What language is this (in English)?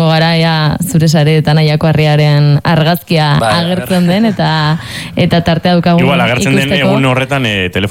Basque